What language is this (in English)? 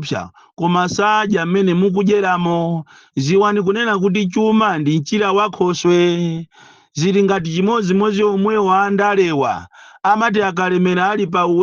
Nyanja